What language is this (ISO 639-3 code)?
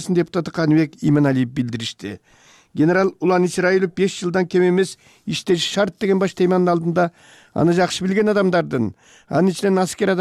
kir